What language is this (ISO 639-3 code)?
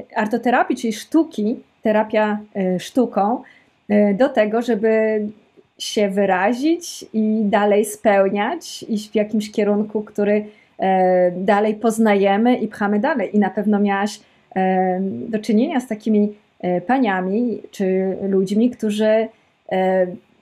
pol